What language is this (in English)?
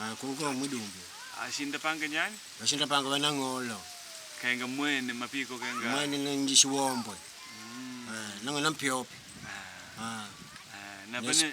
Makonde